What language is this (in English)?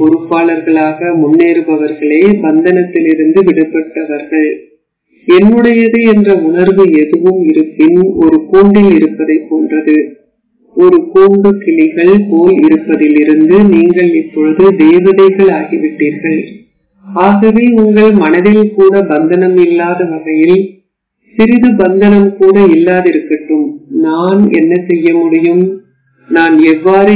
Tamil